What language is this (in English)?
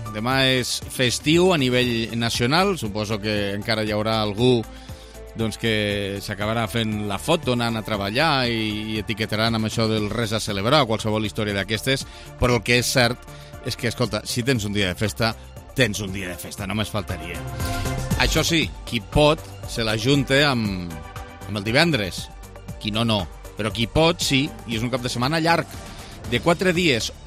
Catalan